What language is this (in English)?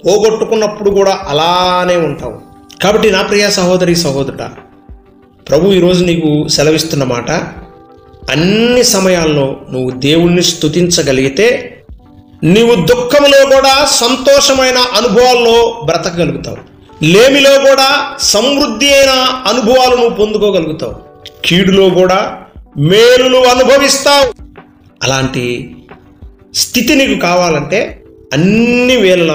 Telugu